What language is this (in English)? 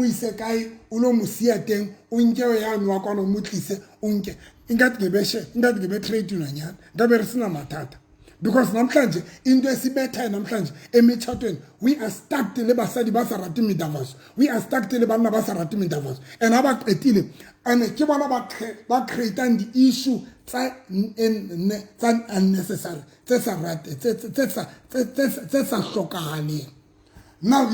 Southern Sotho